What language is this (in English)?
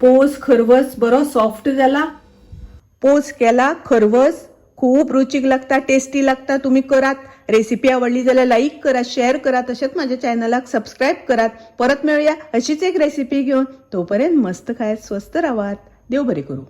Konkani